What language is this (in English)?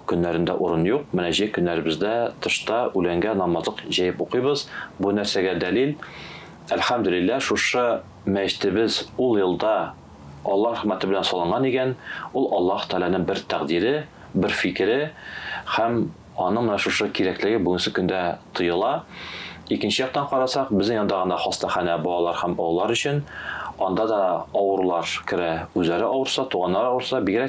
Tatar